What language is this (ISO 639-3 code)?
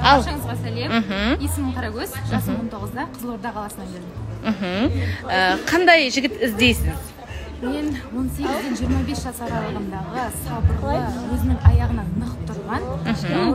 kaz